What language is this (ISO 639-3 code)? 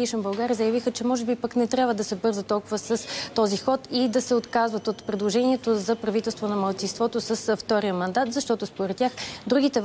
bul